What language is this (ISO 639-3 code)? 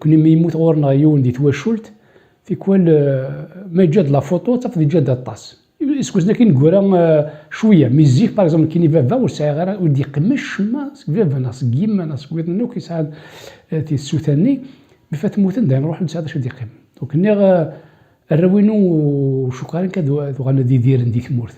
kab